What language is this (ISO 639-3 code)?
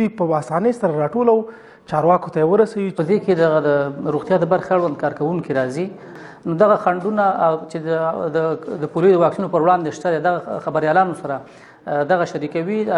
pus